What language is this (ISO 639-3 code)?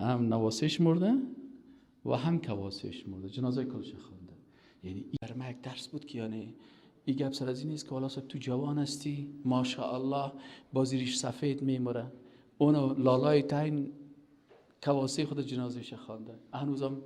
fas